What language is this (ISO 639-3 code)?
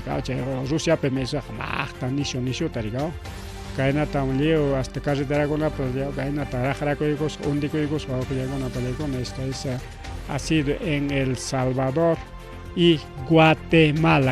quy